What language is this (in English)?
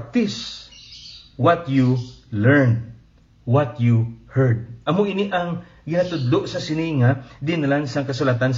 Hiligaynon